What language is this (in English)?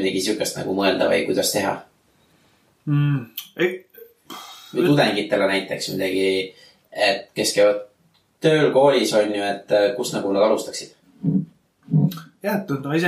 Estonian